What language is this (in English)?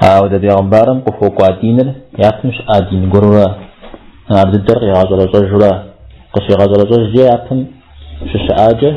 Kabardian